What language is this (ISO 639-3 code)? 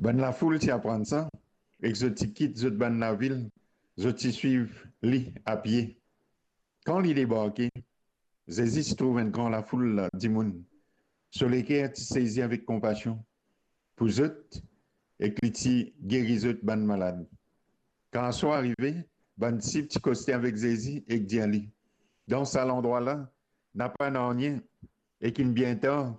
mfe